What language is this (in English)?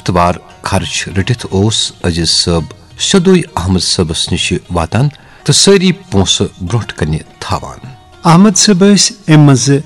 Kashmiri